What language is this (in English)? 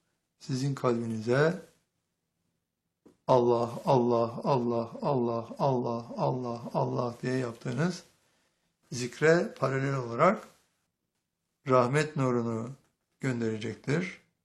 Turkish